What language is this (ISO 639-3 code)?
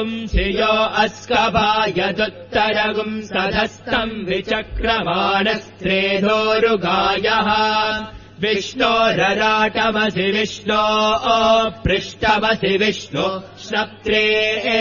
san